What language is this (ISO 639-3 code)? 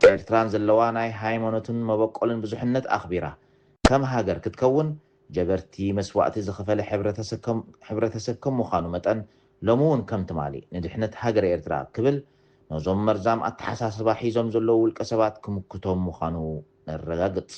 tir